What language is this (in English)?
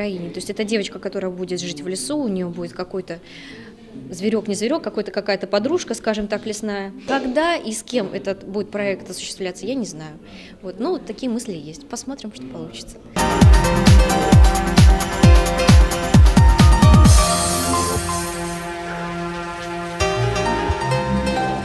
Russian